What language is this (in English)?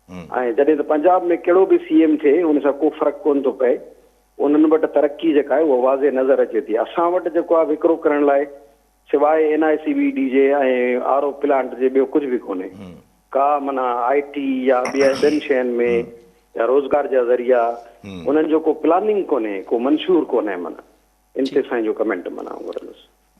Sindhi